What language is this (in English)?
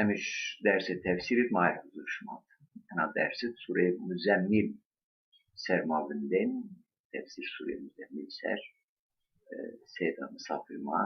Zaza